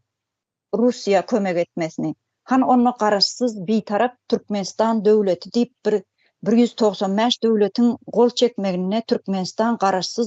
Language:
Turkmen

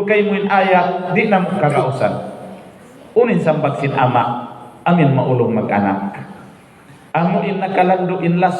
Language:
Tausug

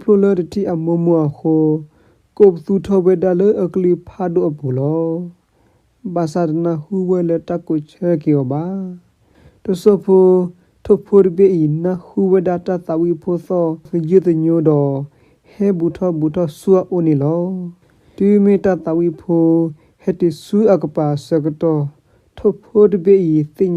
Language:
S'gaw Karen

